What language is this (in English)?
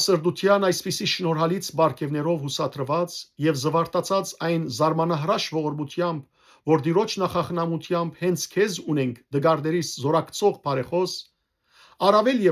Western Armenian